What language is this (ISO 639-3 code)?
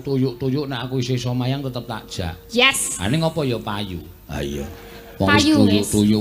jav